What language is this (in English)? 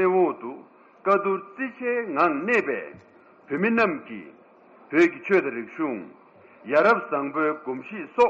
Tibetan